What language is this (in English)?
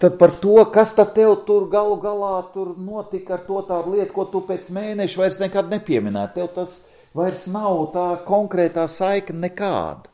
Latvian